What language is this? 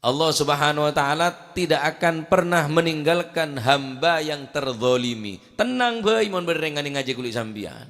Madurese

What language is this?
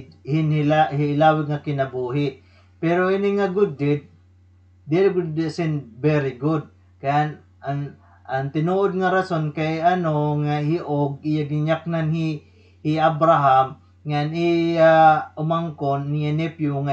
Waray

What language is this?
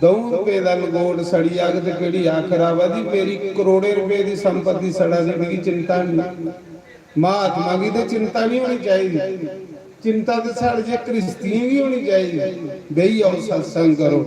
Dogri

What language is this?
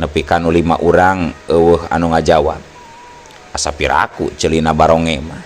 Sundanese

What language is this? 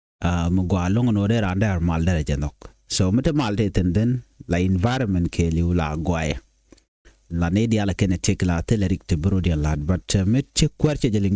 Nuer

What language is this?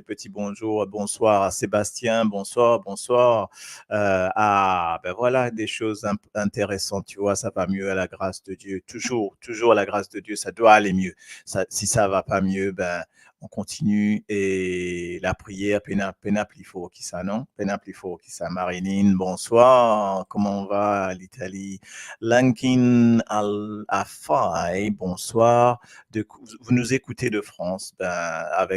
Morisyen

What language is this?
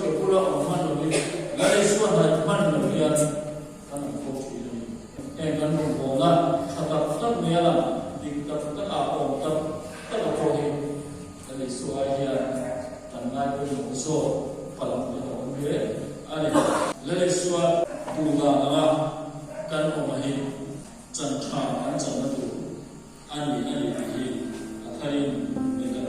Mizo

